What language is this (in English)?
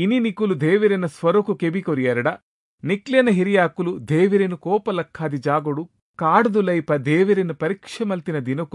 Tulu